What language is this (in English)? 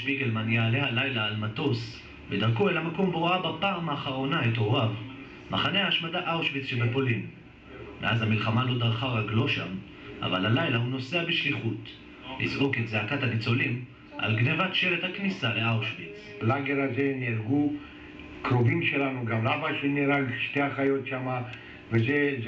Hebrew